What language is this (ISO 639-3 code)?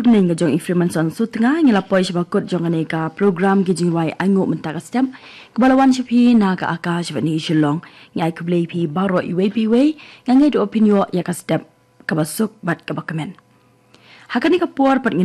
kha